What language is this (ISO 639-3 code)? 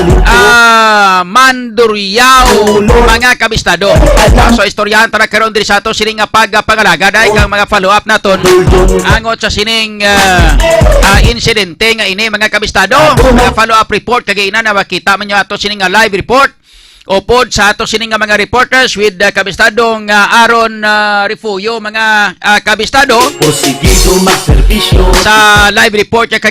hil